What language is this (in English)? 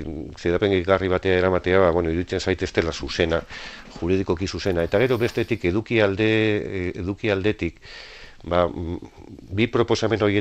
Basque